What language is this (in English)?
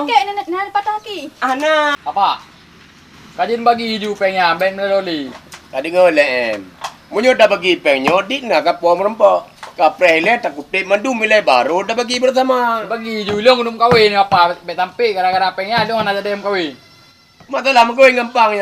Achinese